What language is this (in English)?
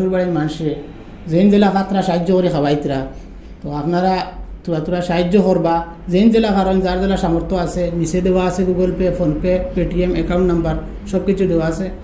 Sylheti